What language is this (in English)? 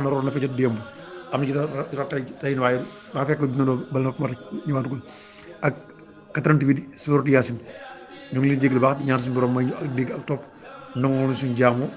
Wolof